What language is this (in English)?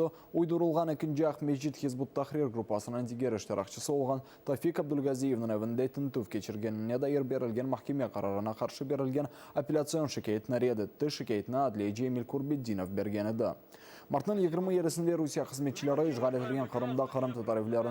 Crimean Tatar